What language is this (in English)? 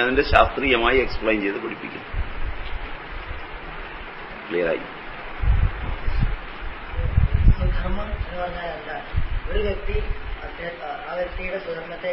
Malayalam